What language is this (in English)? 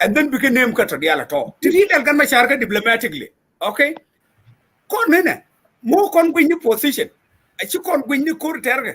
Nuer